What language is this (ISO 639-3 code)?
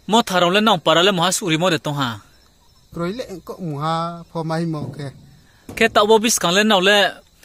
ria